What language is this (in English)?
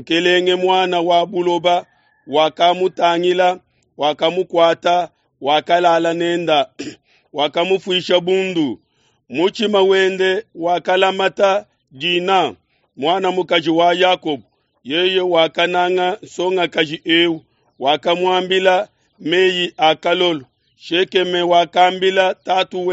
Luba-Lulua